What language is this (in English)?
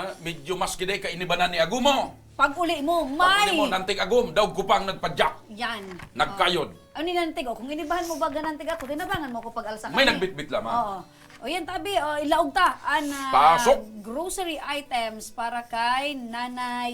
Bikol